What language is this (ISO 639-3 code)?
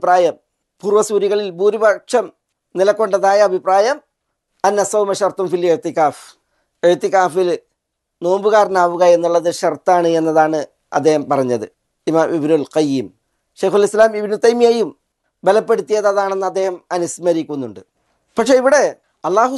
mal